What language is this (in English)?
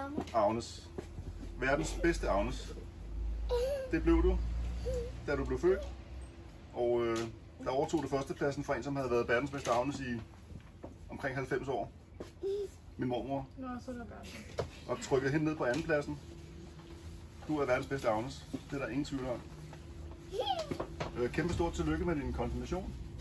Danish